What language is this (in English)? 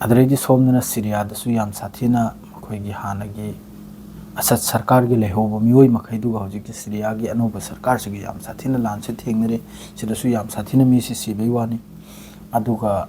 Manipuri